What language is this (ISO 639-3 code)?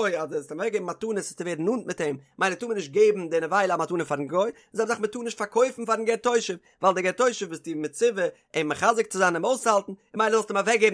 yid